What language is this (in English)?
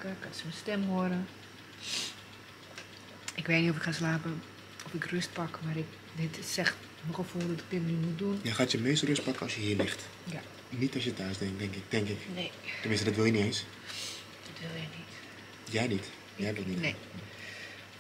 Dutch